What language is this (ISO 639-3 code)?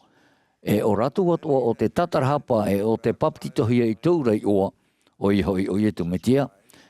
tah